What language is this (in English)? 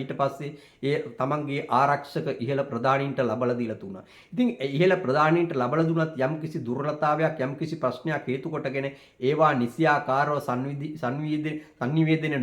Sinhala